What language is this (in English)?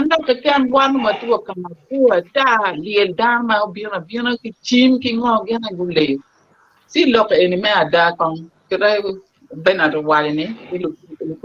Acoli